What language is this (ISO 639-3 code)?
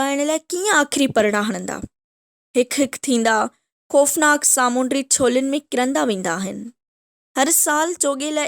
snd